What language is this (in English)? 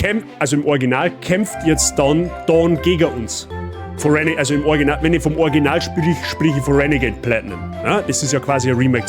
Bavarian